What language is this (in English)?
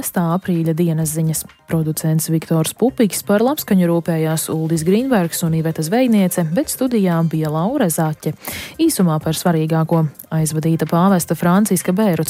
Latvian